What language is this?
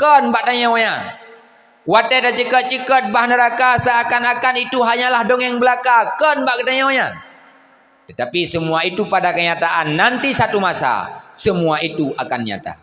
Achinese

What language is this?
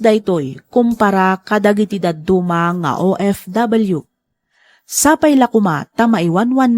Iloko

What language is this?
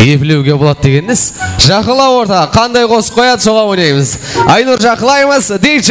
Kara-Kalpak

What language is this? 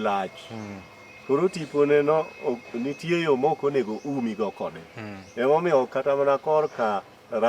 Luo (Kenya and Tanzania)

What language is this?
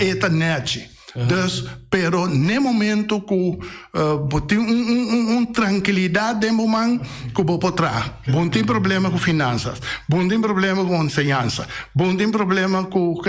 Papiamento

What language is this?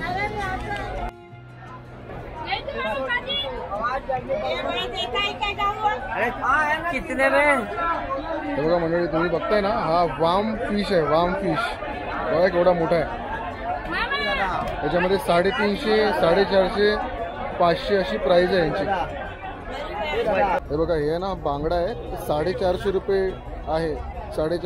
Marathi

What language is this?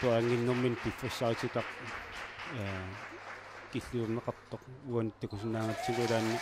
Kalaallisut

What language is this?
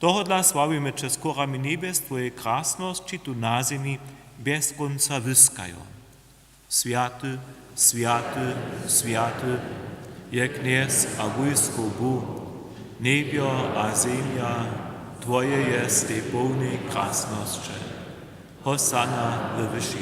Upper Sorbian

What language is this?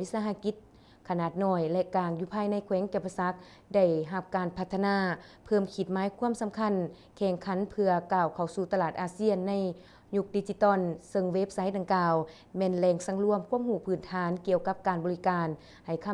Lao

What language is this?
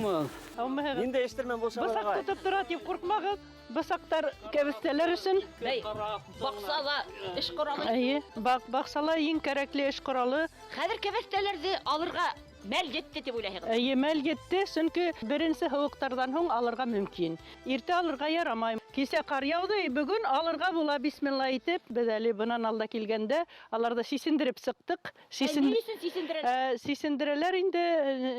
Bashkir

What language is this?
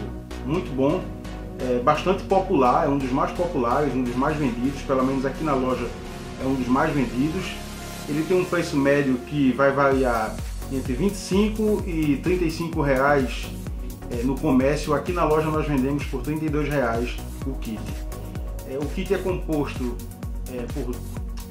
Portuguese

